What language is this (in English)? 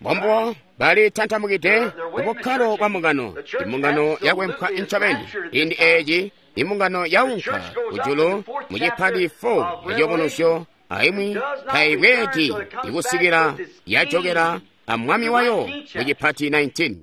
Tonga (Zambia)